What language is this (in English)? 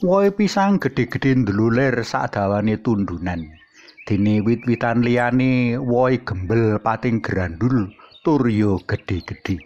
Javanese